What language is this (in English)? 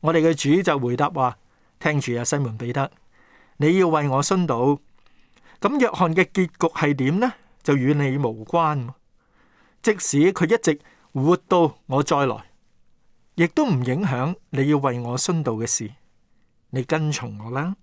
Cantonese